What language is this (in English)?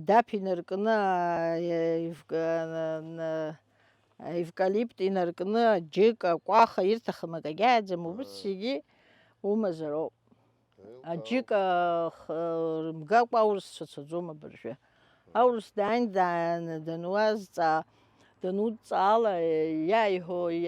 Abkhazian